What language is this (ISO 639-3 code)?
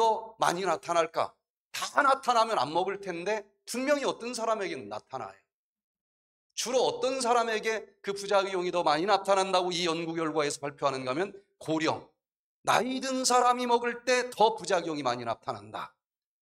kor